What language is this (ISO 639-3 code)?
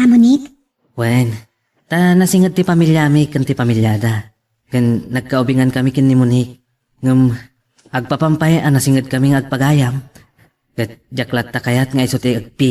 ilo